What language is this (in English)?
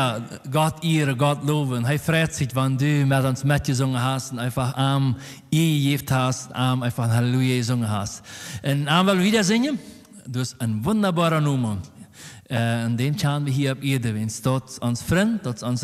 Plautdietsch